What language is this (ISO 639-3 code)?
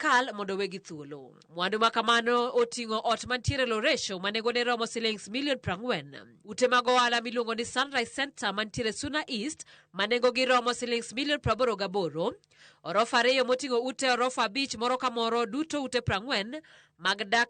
luo